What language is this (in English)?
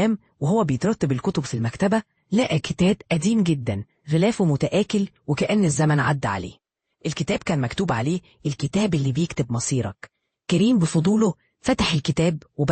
Egyptian Arabic